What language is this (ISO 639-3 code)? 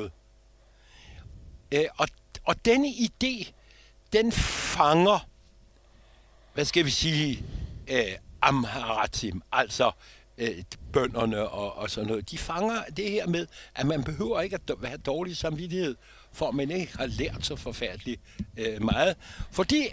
dan